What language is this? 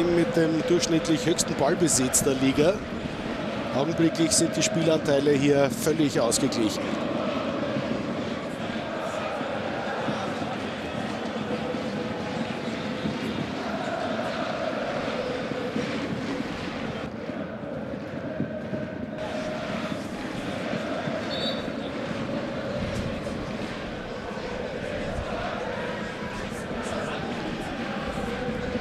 German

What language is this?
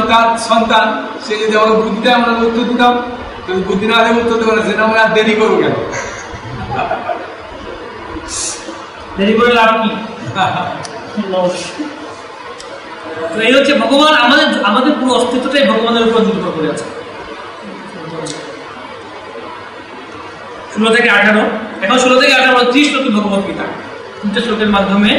Bangla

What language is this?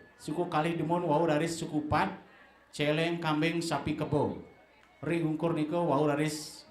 Balinese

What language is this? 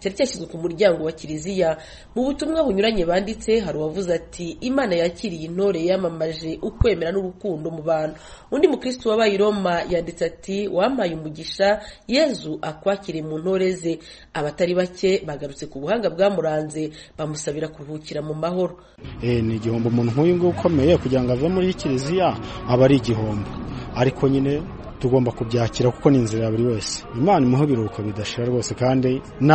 Kinyarwanda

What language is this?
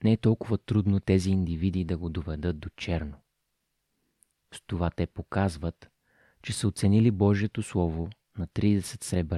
Bulgarian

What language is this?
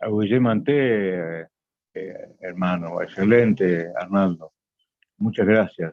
Guarani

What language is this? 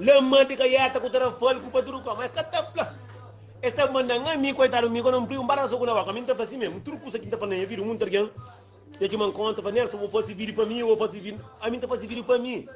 Kabuverdianu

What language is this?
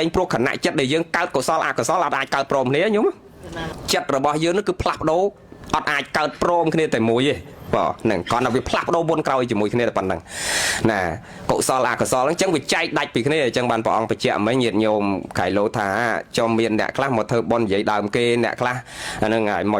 Khmer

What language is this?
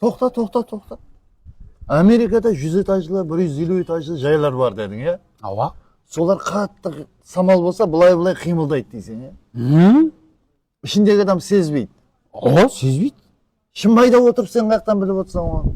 Kara-Kalpak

